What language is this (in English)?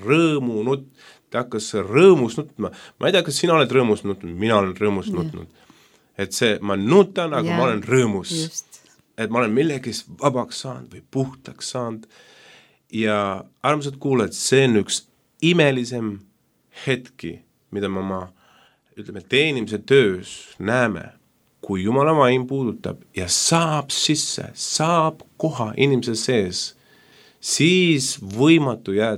Estonian